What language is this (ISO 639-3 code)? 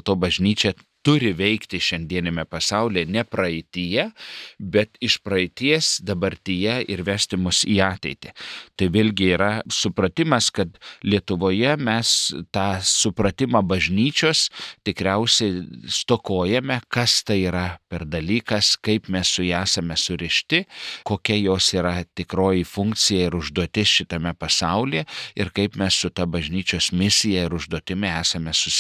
lit